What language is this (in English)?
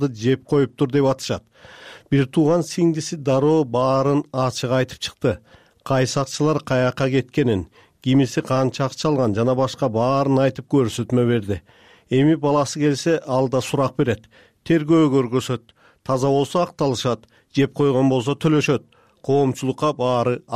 Kyrgyz